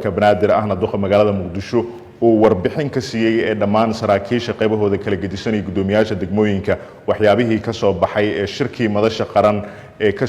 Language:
Somali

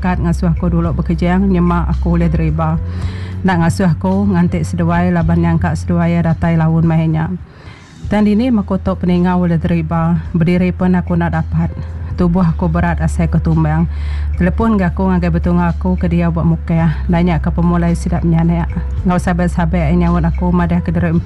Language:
Iban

